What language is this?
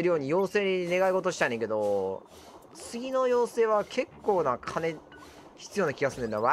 Japanese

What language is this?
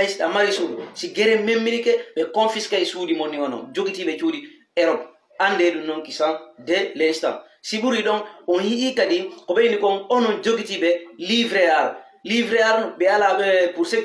Fula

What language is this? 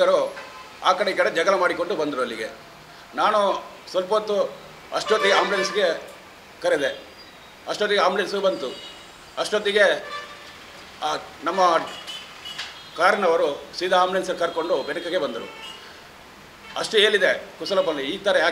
Kannada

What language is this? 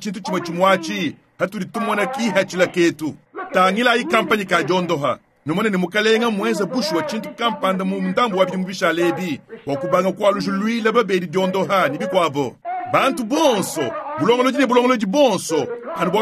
Luba-Lulua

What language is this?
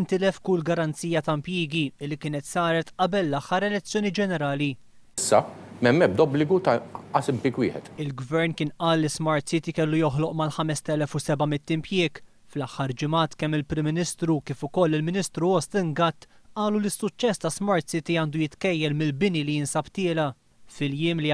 Maltese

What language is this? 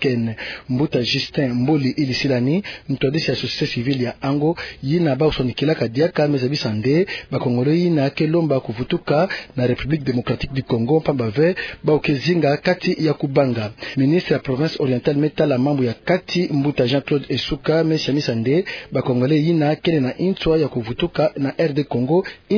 Kituba (Democratic Republic of Congo)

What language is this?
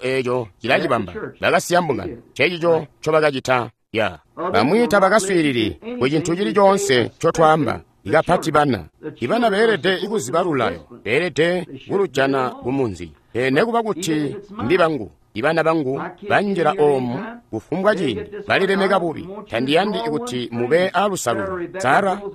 Tonga (Zambia)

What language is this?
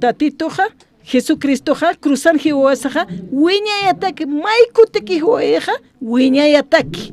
Aymara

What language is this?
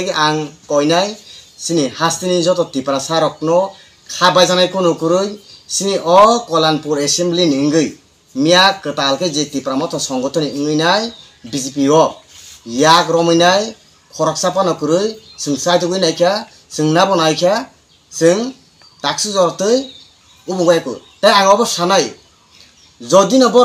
Kok Borok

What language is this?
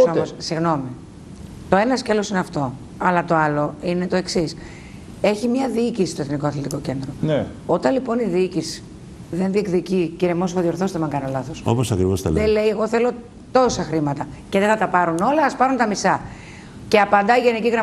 Greek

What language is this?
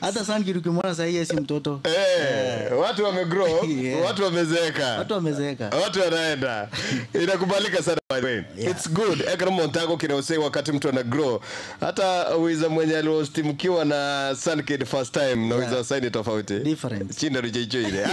Gusii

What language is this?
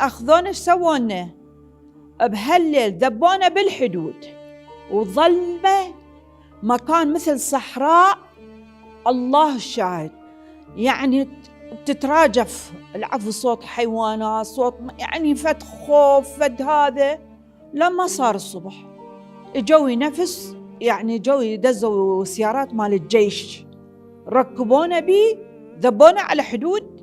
Mesopotamian Arabic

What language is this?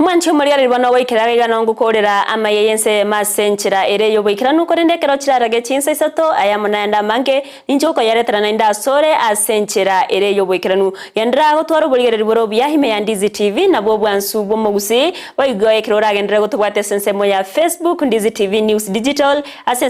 Gusii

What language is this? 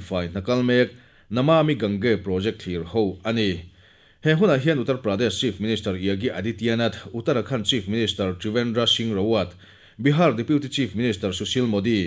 Mizo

